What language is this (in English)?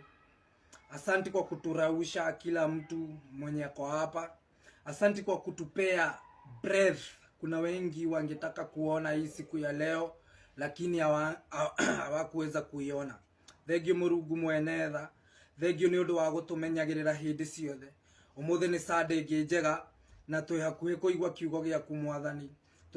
Kikuyu